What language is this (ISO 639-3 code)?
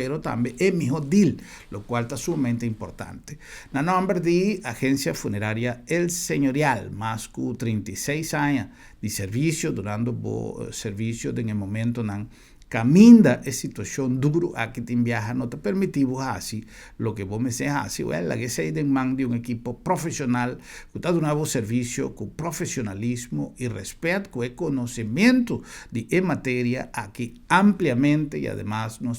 pap